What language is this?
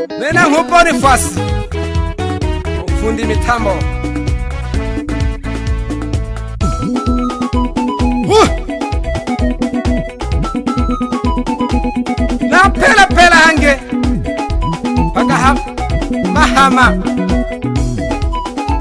Swahili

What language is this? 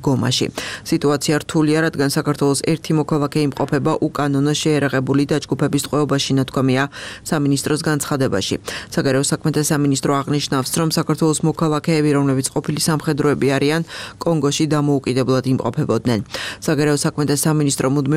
Georgian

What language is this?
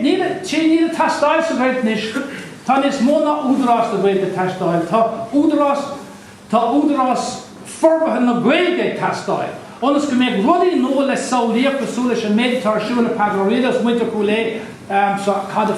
Irish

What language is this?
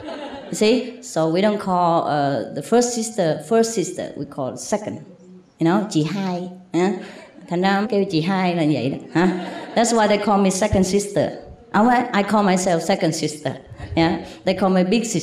Vietnamese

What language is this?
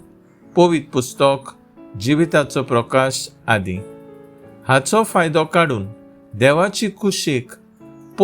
Konkani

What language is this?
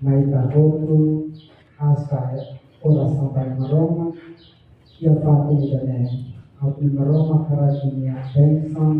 Tetum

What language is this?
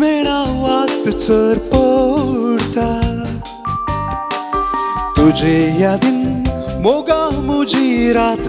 Konkani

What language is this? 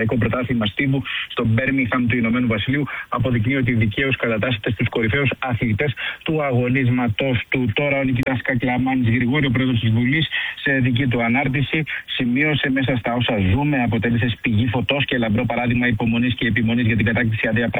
Greek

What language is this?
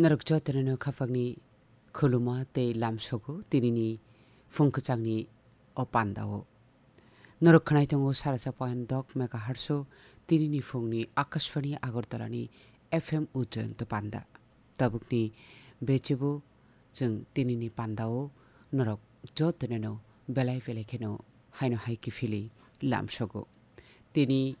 Kok Borok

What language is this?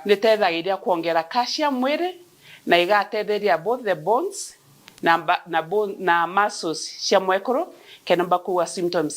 Meru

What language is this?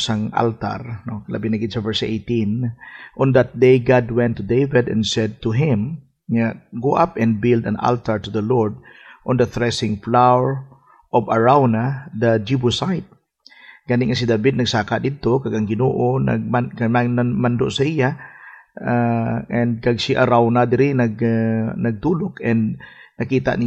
Hiligaynon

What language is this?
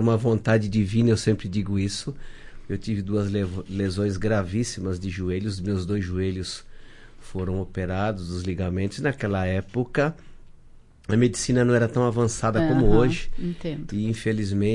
Portuguese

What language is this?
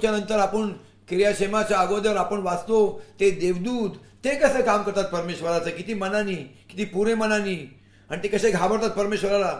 Marathi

